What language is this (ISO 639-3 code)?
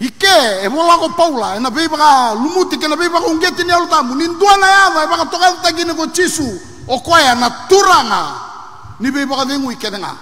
fij